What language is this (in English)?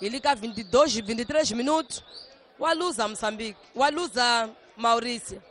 Tsonga